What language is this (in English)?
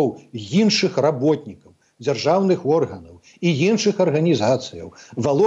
Belarusian